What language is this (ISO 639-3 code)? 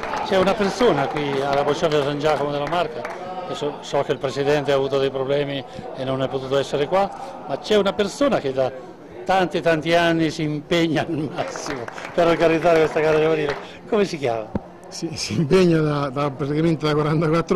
ita